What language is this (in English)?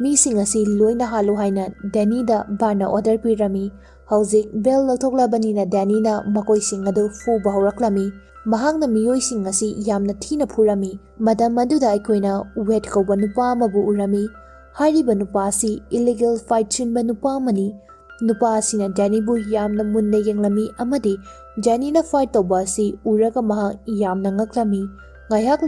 Manipuri